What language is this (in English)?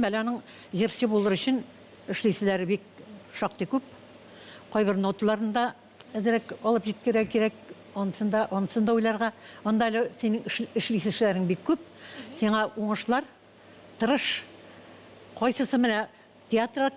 Tatar